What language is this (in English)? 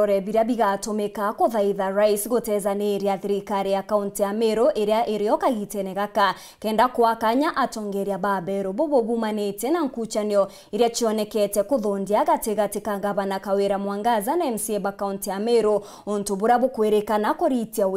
Meru